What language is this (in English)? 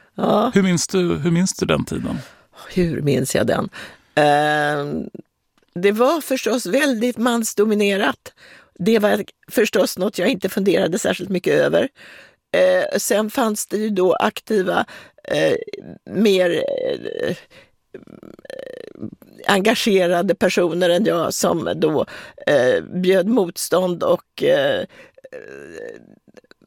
Swedish